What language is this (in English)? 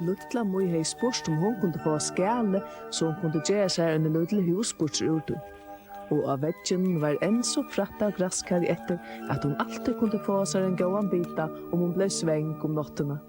Faroese